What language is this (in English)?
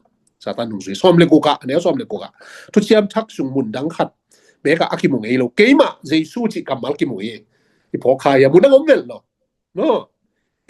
Tedim Chin